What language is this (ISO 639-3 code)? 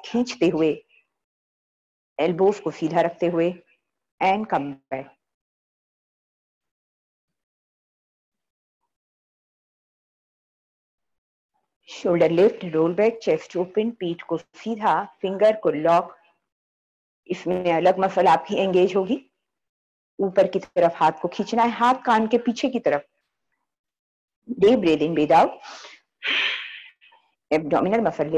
hin